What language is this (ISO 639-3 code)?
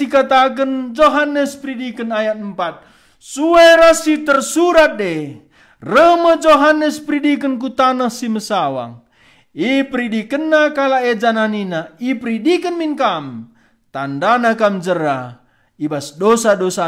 btx